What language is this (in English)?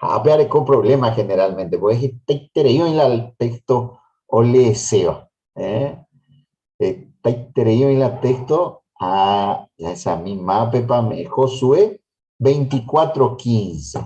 Guarani